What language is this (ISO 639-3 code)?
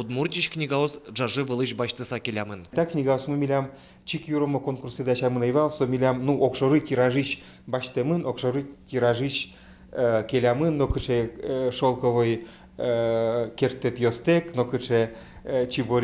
udm